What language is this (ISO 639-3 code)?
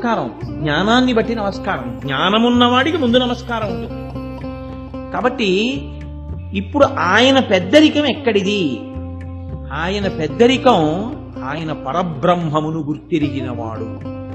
tel